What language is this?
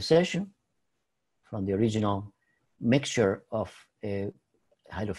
English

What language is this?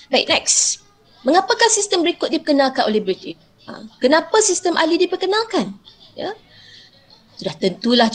Malay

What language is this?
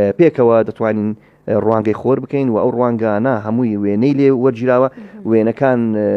Central Kurdish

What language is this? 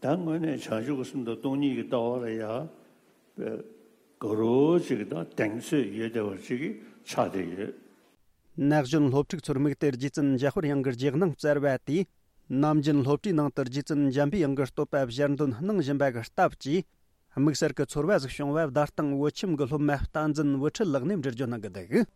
Tibetan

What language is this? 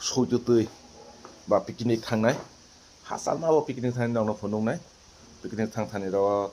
Kok Borok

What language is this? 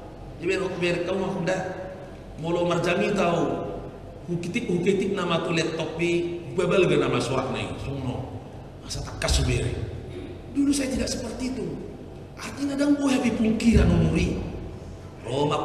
Batak Toba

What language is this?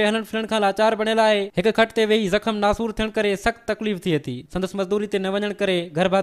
Sindhi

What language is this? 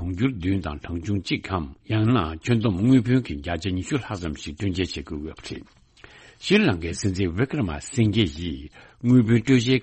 Tibetan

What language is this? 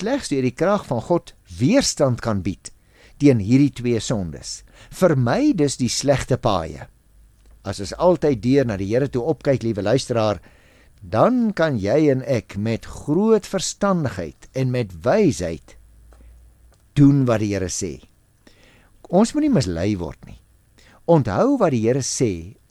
Afrikaans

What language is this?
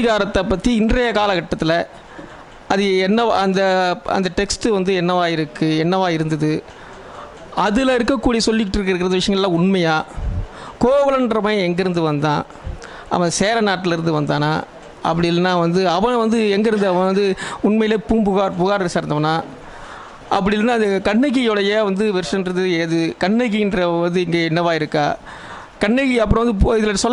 Tamil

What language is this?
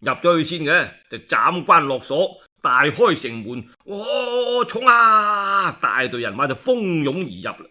Cantonese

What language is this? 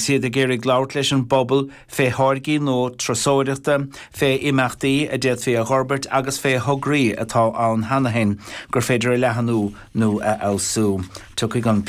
Irish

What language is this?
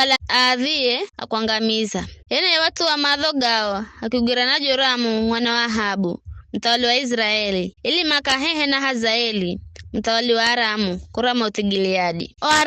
Giryama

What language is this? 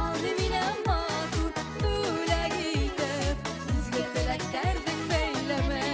Bashkir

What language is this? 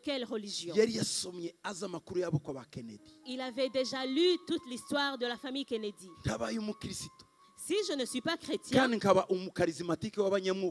Kinyarwanda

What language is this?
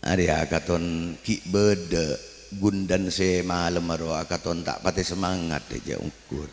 Madurese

